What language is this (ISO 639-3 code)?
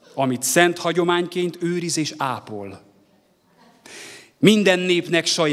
hun